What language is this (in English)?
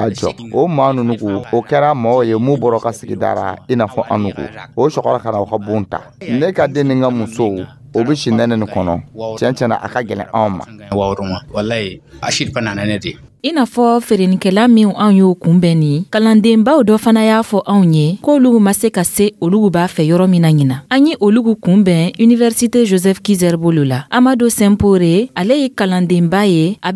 Dyula